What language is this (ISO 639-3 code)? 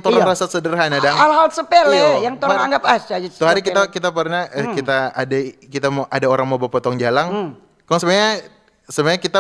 xmm